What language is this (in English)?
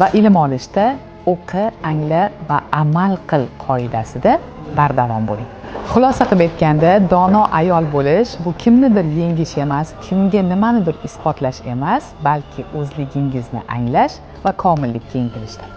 Uzbek